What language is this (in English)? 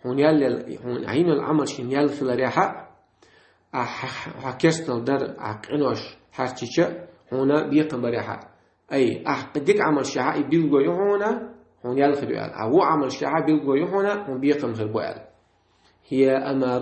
Chechen